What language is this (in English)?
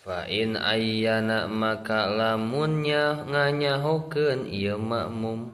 Sundanese